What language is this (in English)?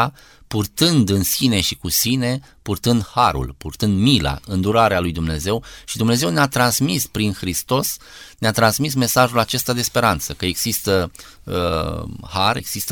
Romanian